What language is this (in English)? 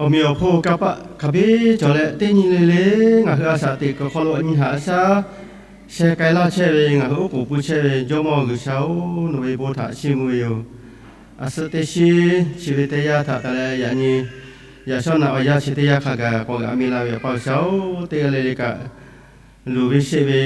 Lahu